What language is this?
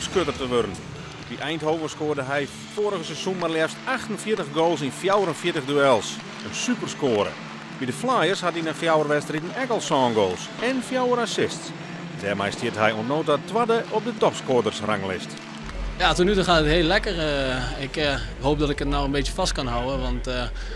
Western Frisian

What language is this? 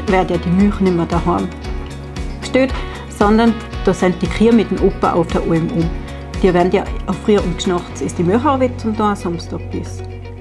Bavarian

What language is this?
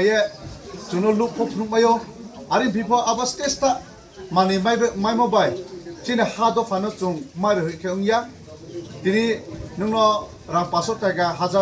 Kok Borok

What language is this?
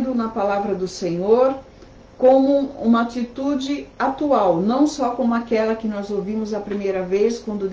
Portuguese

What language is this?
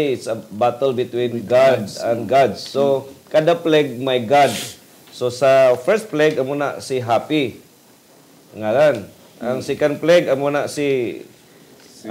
Hiligaynon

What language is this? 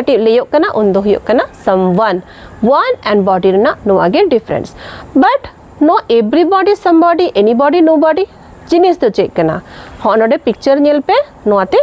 Santali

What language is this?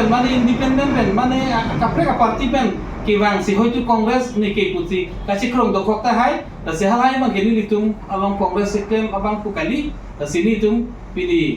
Karbi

